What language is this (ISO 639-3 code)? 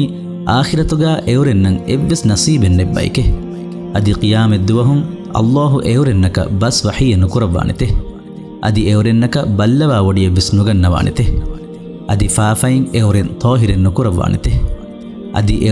div